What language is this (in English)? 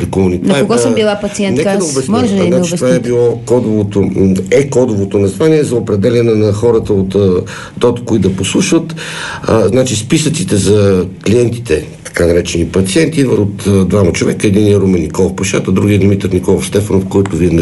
Bulgarian